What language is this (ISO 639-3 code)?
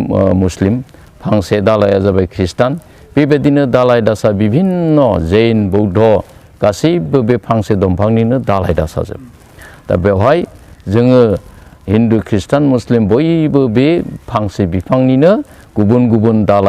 brx